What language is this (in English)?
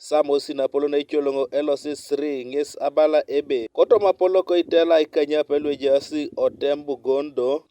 Teso